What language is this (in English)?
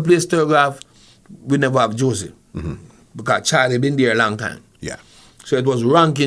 Jamaican Creole English